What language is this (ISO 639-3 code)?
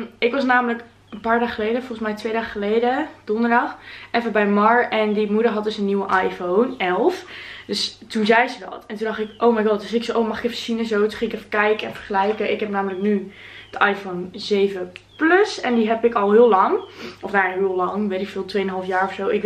nld